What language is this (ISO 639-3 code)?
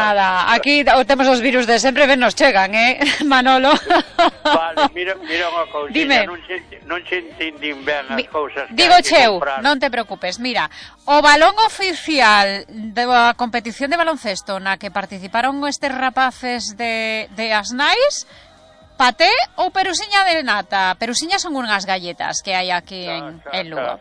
glg